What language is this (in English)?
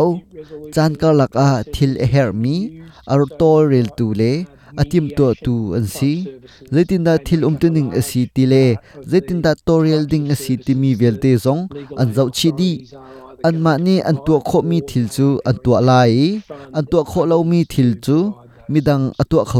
Hakha Chin